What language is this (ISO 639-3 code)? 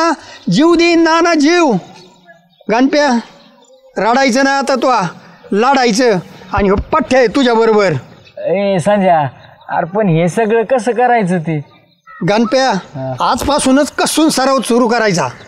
mar